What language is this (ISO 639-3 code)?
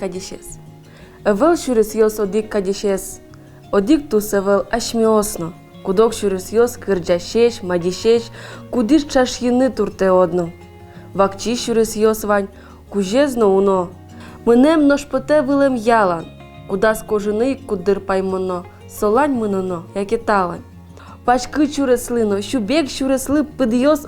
udm